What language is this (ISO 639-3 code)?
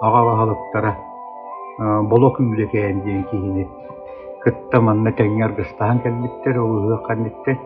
sah